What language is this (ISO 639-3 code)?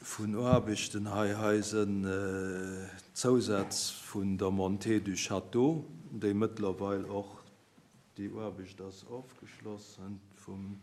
ltz